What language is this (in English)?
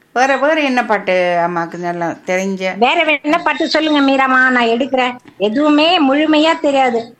Tamil